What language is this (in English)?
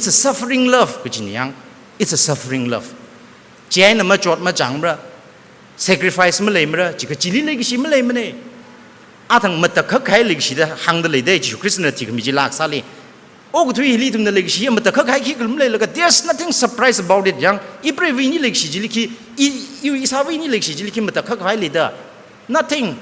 Tangkhul Naga (India)